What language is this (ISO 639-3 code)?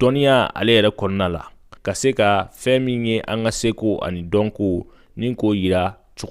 bam